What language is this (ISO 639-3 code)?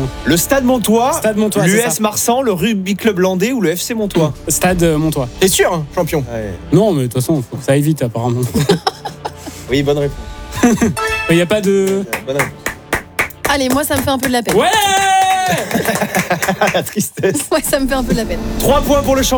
fra